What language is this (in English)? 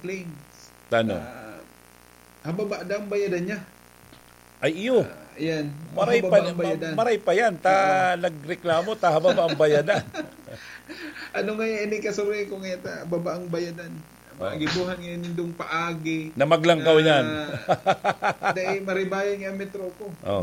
Bikol